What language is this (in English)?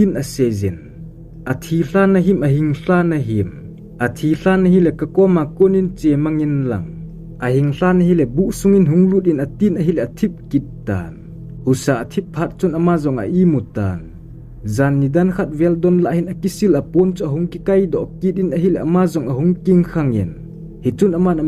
Thado Chin